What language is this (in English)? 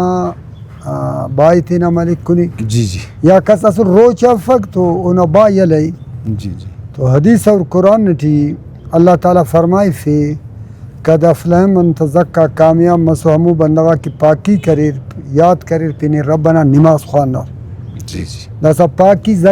Brahui